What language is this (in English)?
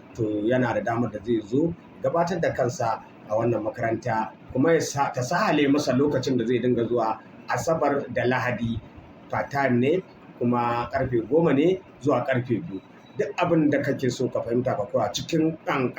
Hausa